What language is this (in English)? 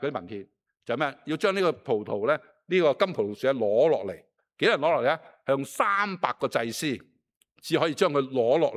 Cantonese